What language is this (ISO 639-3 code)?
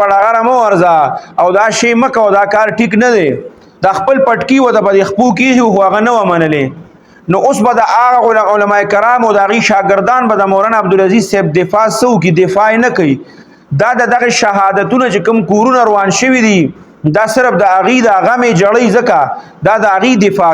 pus